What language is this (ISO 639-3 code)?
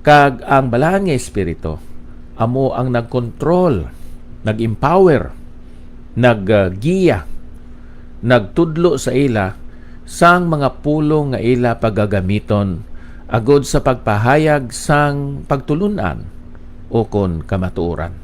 hil